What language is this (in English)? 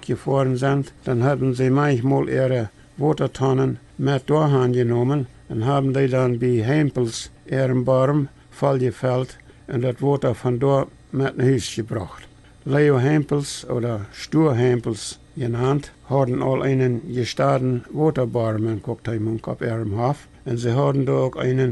Plautdietsch